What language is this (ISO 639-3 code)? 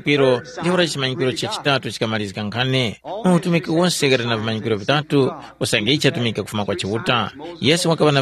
tum